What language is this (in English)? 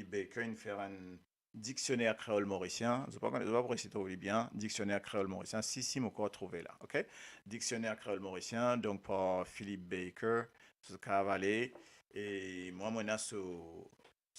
Morisyen